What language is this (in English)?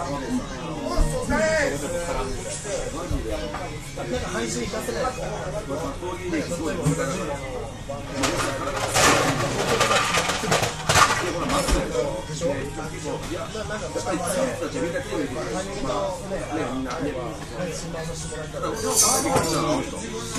Japanese